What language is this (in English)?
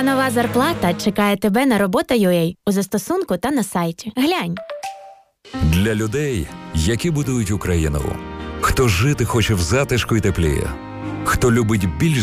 Ukrainian